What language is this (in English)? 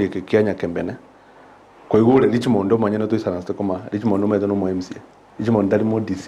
Gusii